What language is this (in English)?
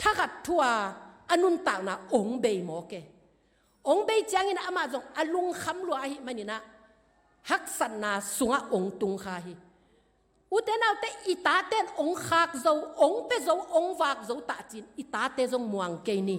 Tedim Chin